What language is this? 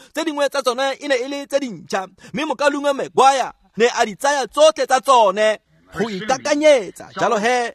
Tswana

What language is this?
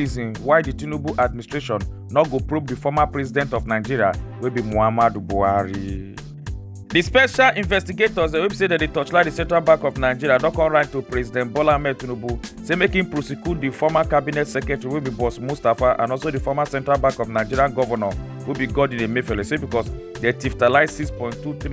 Nigerian Pidgin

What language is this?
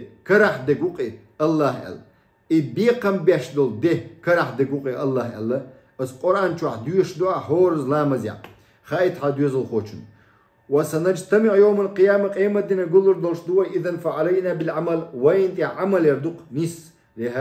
Chechen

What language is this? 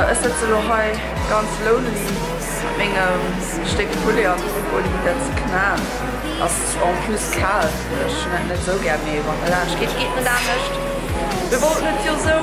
Luxembourgish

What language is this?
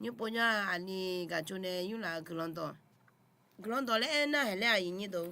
Akha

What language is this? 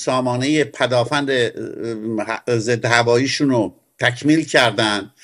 Persian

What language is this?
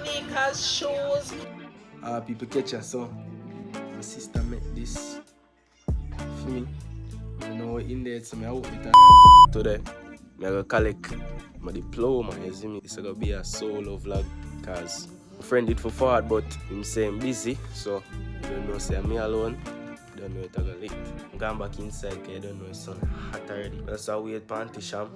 Jamaican Creole English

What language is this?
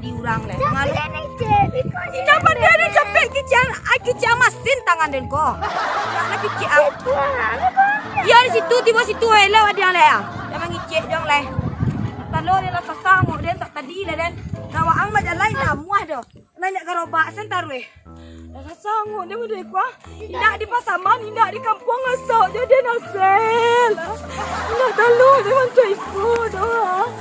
Minangkabau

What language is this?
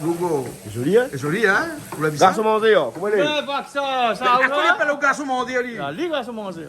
Réunion Creole French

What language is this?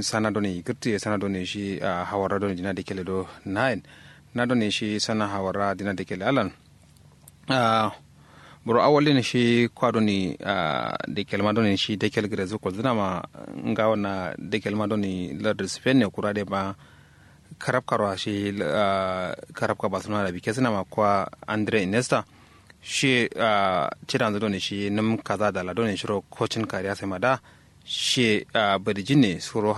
Kanuri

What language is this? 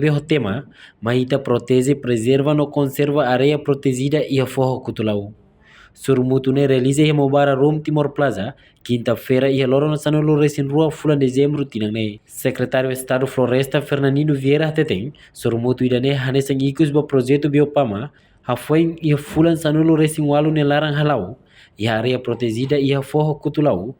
Tetum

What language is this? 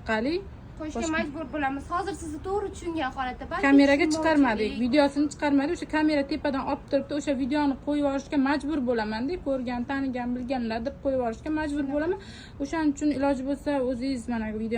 Uzbek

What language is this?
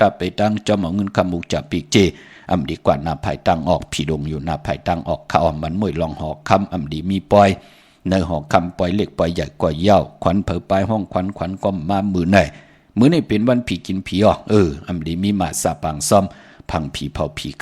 Shan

